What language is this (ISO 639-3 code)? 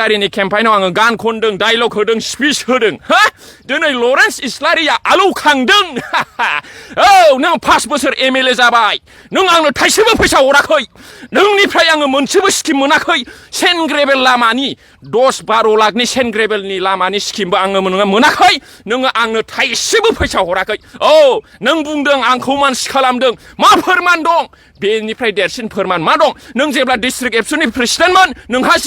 brx